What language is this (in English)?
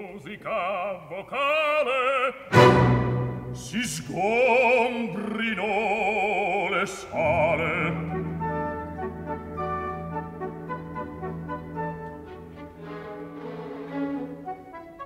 Italian